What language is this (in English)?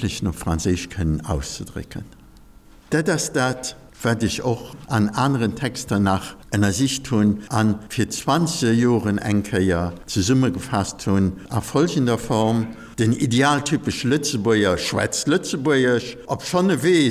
Luxembourgish